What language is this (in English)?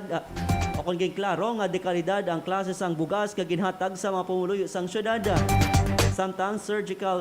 Hiligaynon